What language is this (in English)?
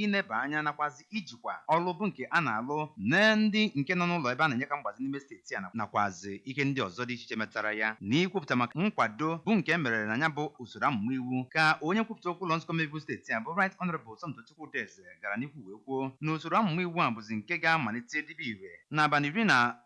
Igbo